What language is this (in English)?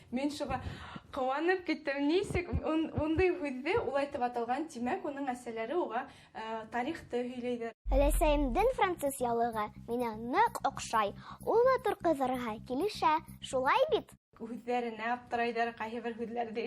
Bashkir